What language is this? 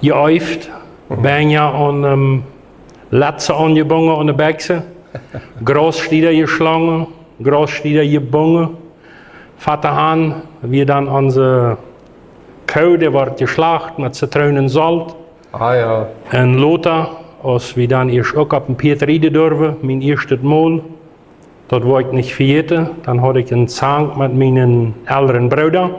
Plautdietsch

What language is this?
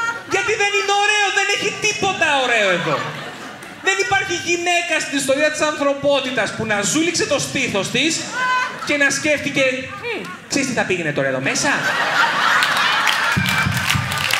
Greek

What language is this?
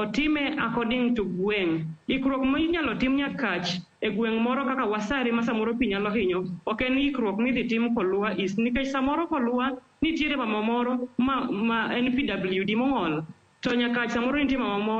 Luo (Kenya and Tanzania)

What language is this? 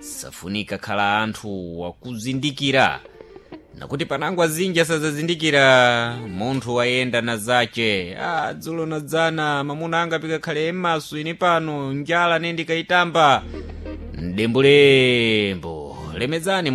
Sena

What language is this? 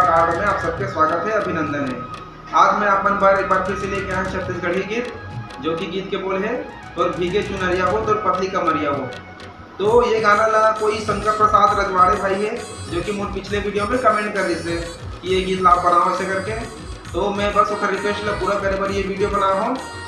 Chhattisgarhi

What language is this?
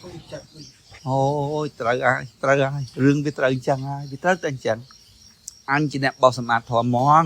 Khmer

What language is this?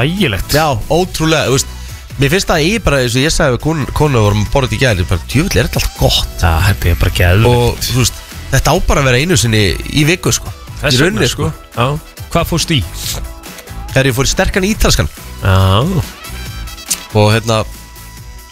Icelandic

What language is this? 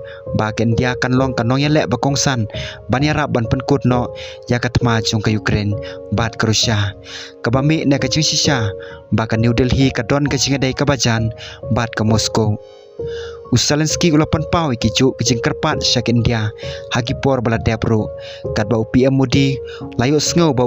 Khasi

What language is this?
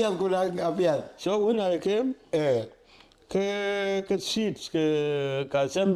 Dinka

